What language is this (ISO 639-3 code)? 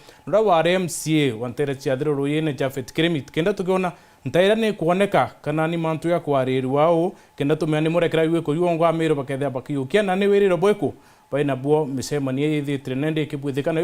mer